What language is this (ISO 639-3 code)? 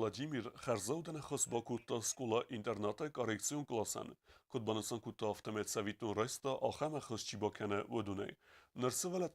oss